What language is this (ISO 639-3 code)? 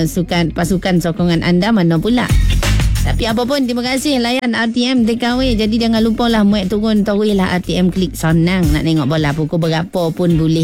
msa